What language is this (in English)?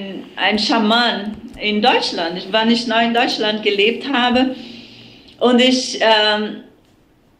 German